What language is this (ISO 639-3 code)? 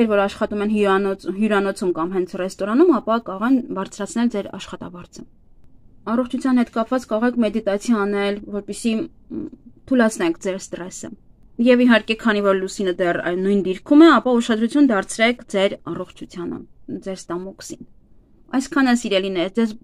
hye